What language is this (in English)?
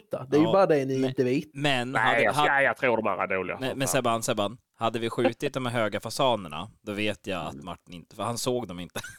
Swedish